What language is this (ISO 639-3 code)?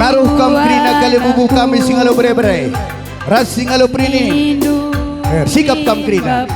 btx